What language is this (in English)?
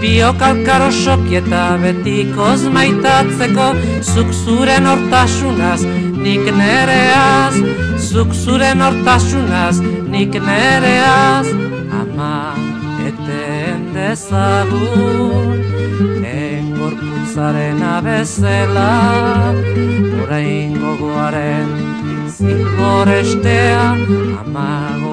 Basque